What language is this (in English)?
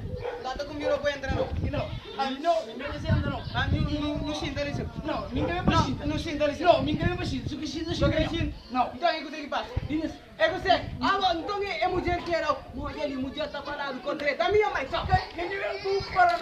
Kabuverdianu